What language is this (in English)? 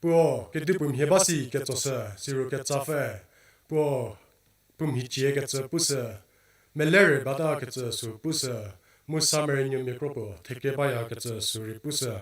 Angami Naga